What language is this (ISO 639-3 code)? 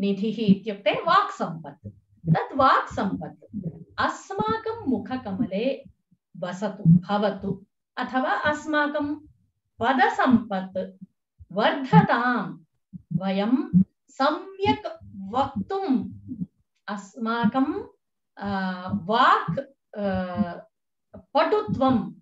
san